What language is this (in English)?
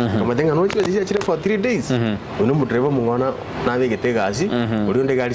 Gusii